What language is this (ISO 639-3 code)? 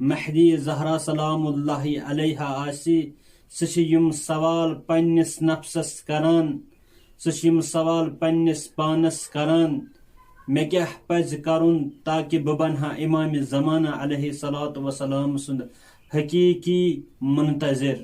kas